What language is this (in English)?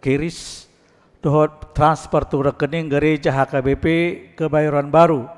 Batak Toba